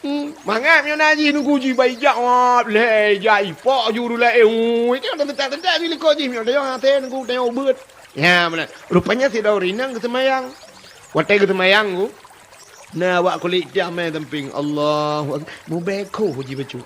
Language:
Achinese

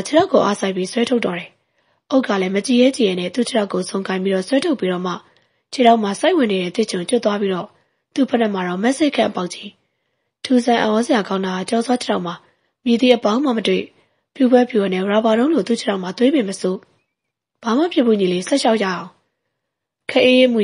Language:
Burmese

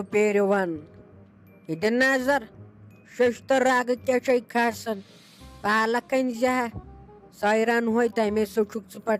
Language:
Kashmiri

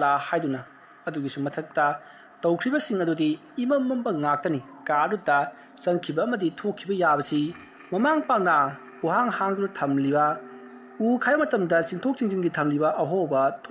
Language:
Manipuri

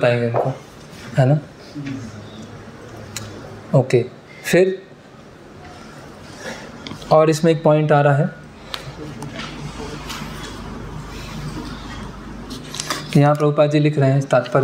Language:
Hindi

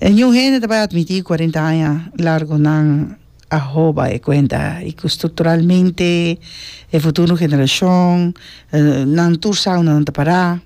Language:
Papiamento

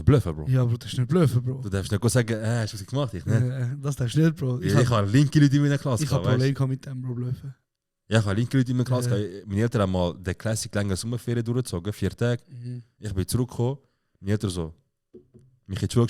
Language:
Swiss German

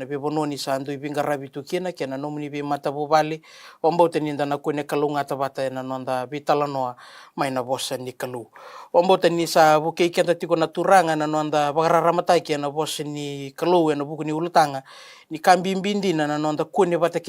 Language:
Fijian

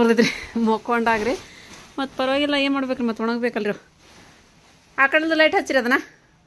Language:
Kannada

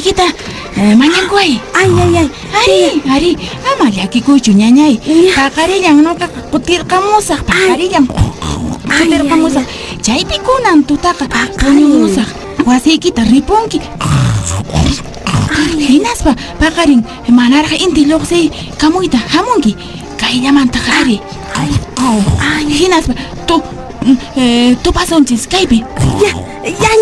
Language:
Quechua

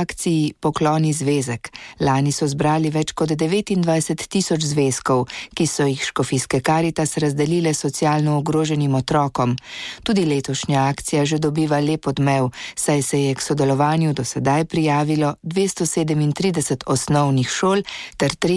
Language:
Slovenian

